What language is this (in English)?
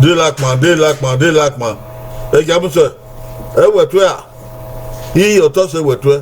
Bini